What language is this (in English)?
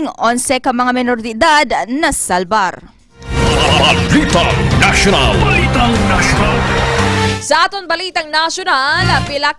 Hiligaynon